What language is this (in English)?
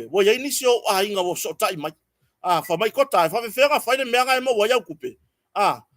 Samoan